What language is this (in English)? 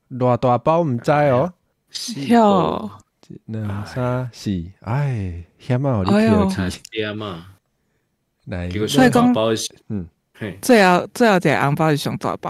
Min Nan Chinese